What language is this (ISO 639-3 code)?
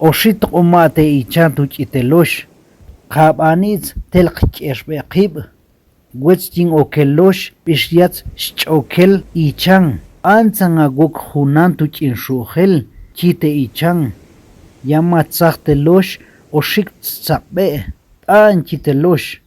ttc